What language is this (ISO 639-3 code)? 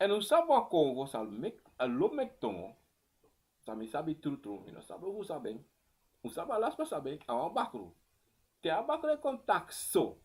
srn